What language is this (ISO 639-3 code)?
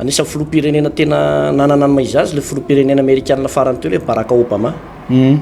mlg